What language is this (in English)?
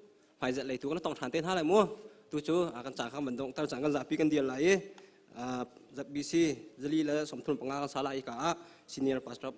Hakha Chin